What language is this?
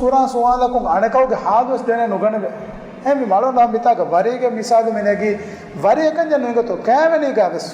Divehi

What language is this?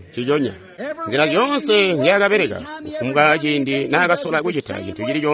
Tonga (Zambia)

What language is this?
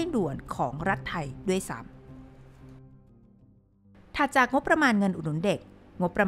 Thai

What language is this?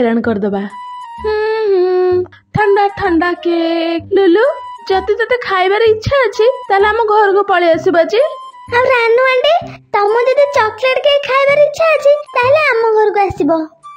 Odia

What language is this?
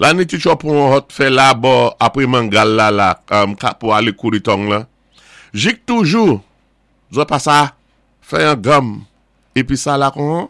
Saint Lucian Creole French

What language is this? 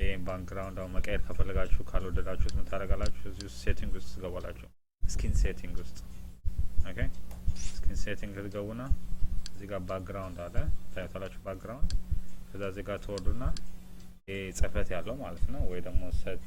Amharic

